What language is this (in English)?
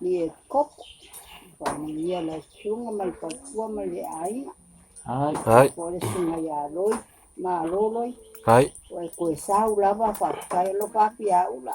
Samoan